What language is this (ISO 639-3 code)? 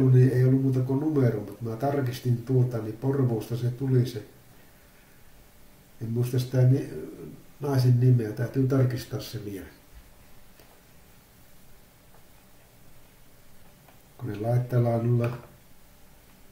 fin